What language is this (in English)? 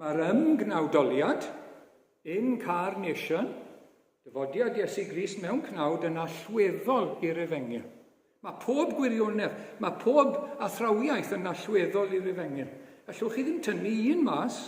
Welsh